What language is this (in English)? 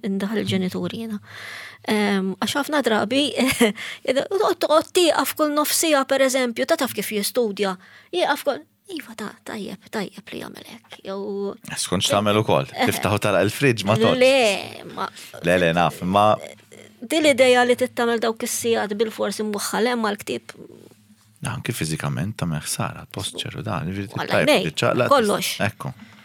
Maltese